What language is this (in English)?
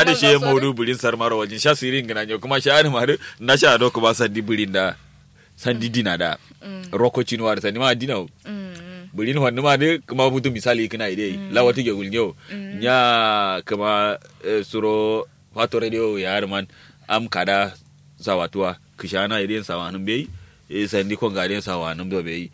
Kanuri